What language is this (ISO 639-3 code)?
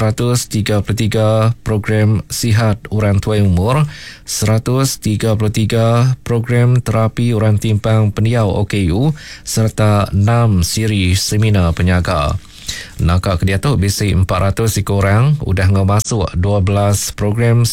iba